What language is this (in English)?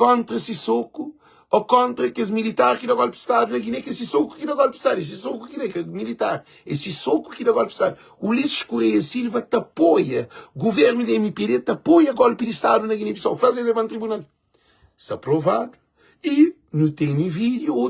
Kabuverdianu